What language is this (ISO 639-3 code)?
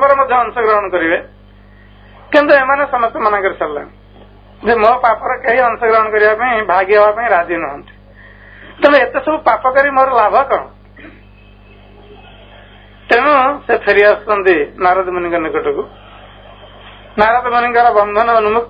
ori